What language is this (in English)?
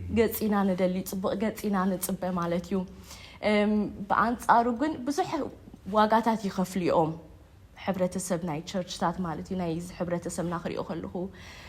Tigrinya